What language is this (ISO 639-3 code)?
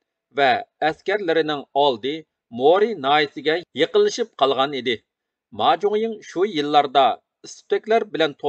uig